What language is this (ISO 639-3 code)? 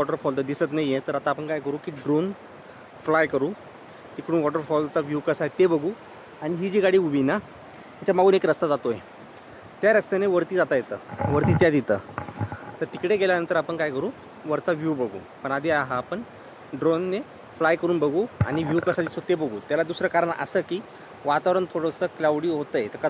mar